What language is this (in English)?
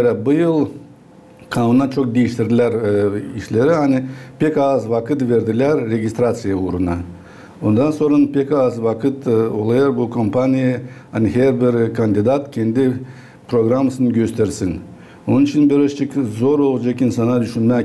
Gagauz